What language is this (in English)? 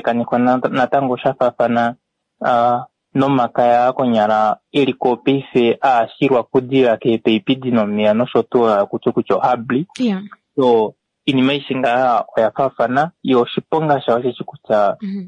Swahili